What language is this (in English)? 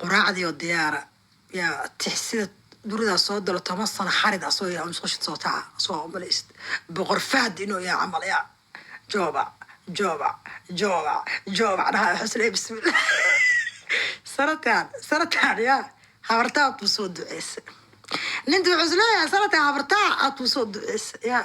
Somali